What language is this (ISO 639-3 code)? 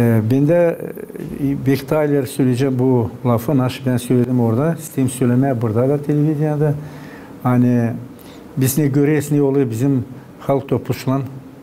gag